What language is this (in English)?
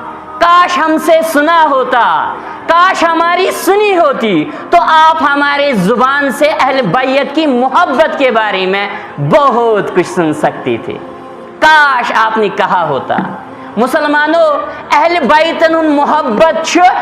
Kashmiri